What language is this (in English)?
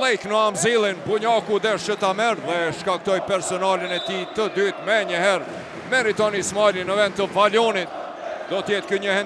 Albanian